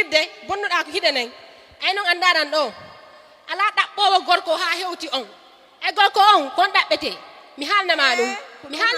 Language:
Fula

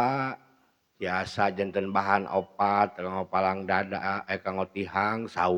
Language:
Sundanese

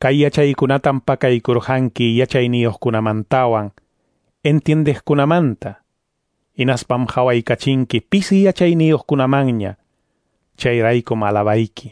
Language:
Quechua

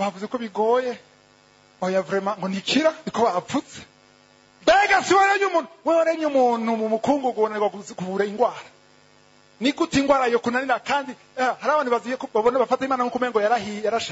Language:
Rundi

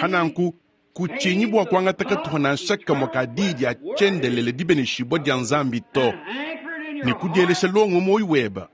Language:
Luba-Lulua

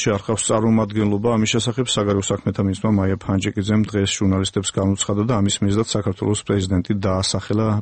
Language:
Georgian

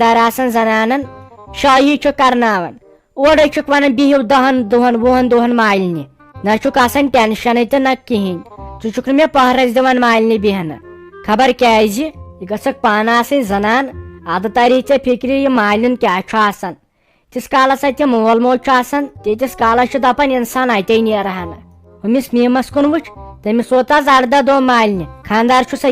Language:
Kashmiri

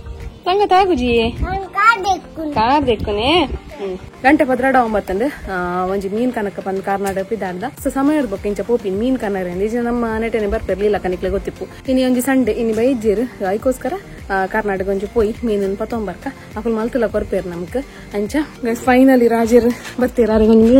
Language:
Tulu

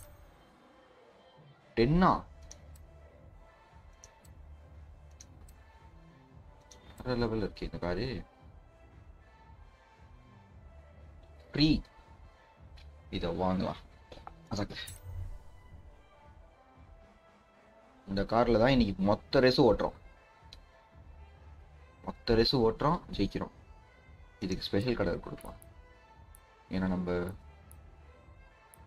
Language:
Tamil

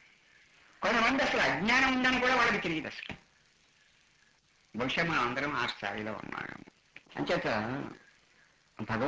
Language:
Telugu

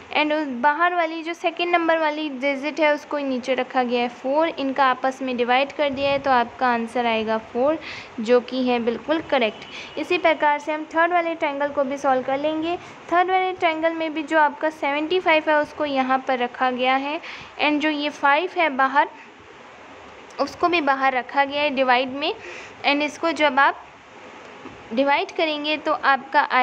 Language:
Hindi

